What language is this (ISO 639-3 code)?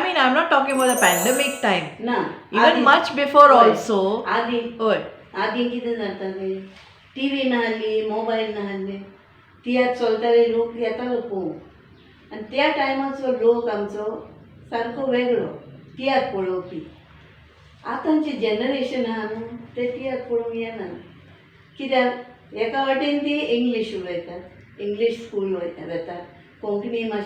kok